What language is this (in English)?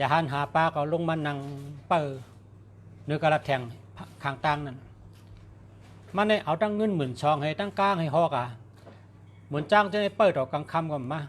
Shan